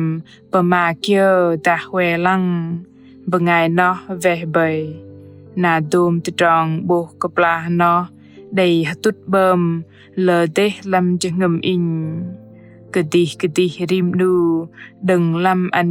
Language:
Bahnar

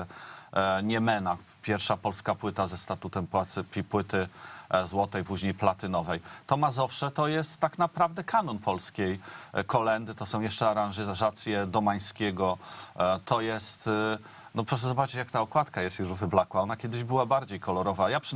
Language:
Polish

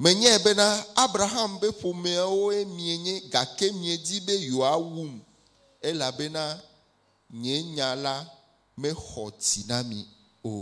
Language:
Ewe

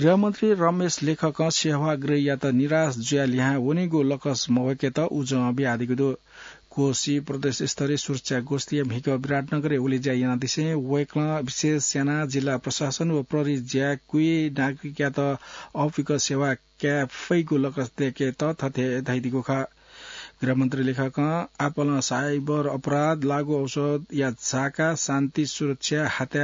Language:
Newari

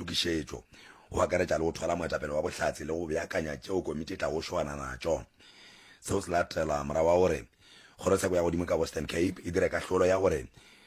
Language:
Northern Sotho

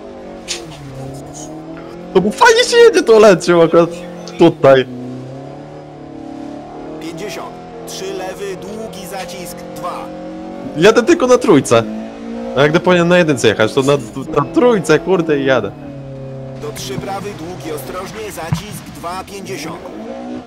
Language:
Polish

